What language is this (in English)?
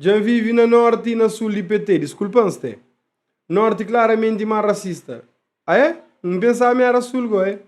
Kabuverdianu